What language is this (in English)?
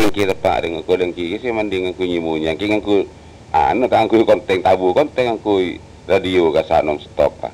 Madurese